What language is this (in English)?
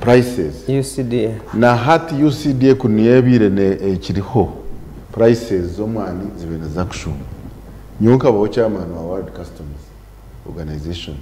Nyankole